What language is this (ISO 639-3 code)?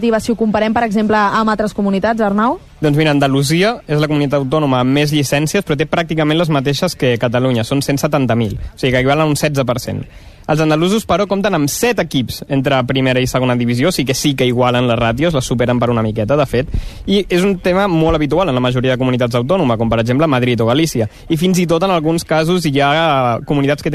cat